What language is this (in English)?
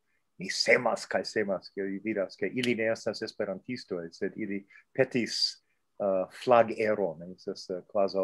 Esperanto